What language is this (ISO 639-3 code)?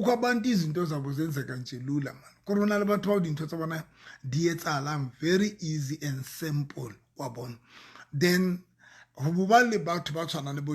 sot